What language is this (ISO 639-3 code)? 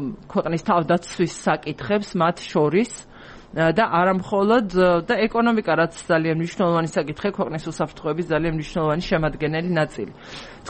kat